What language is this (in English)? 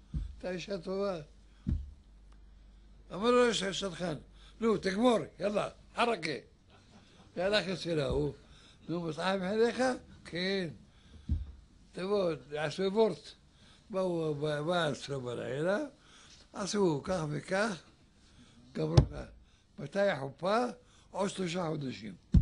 Hebrew